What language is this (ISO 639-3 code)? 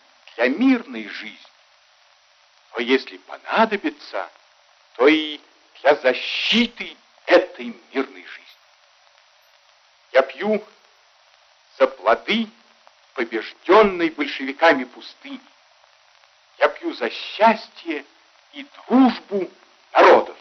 rus